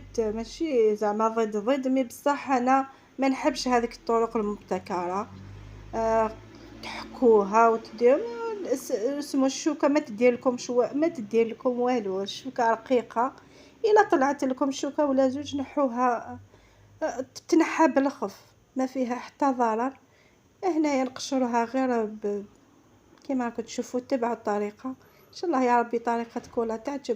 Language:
Algerian Arabic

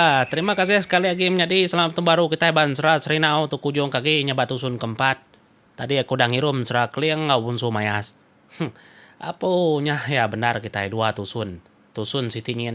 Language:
Iban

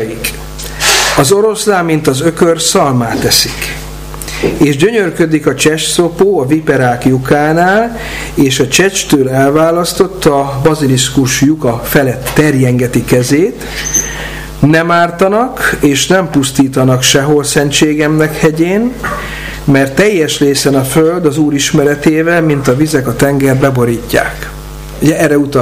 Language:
Hungarian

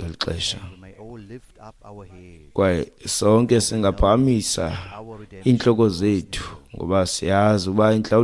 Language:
Xhosa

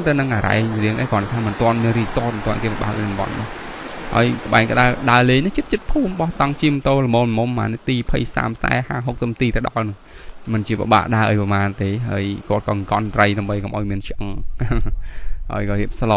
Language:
Khmer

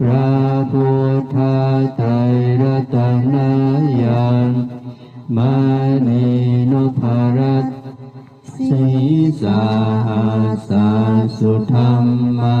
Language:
Pali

